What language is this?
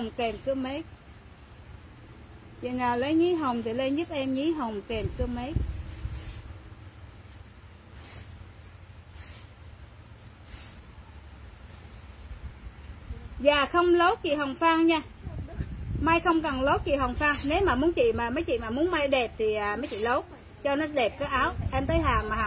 Vietnamese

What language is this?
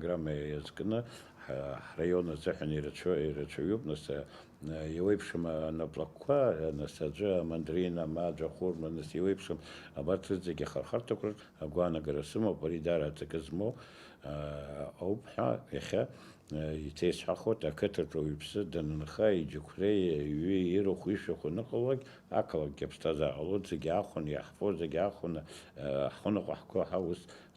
Abkhazian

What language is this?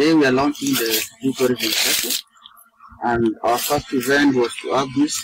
Kamba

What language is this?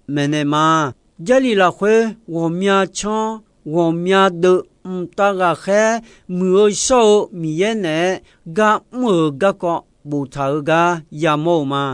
Akha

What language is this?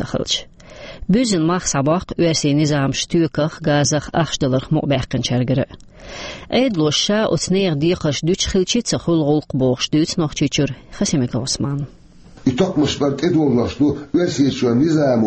Chechen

